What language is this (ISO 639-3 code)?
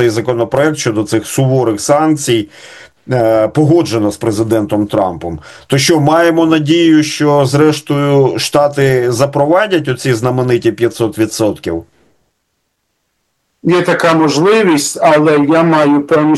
ukr